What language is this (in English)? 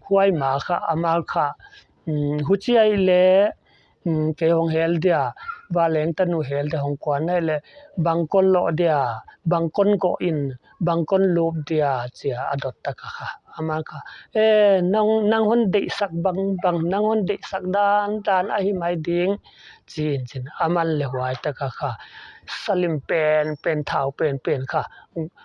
Paite Chin